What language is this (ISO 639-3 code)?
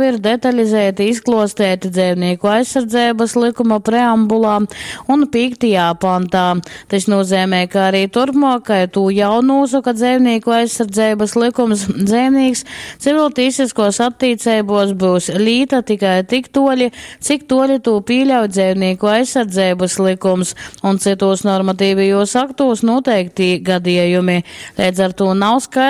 ltg